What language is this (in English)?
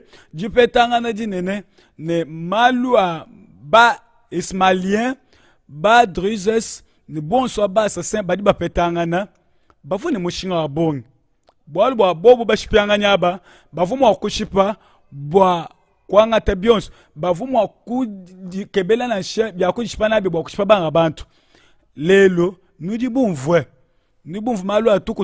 Luba-Lulua